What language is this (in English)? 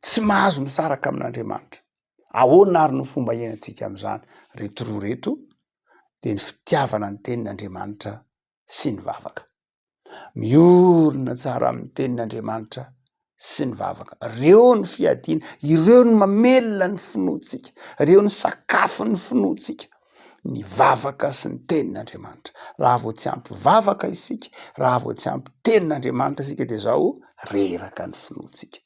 Malagasy